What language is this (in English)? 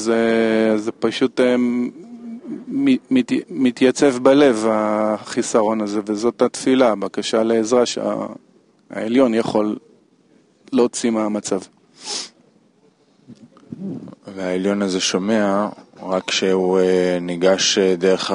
Hebrew